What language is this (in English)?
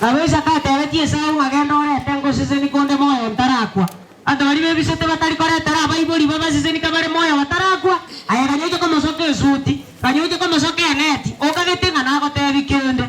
Gusii